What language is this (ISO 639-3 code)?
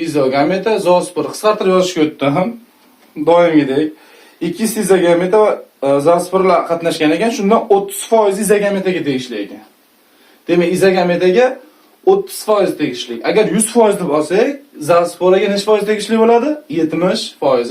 uzb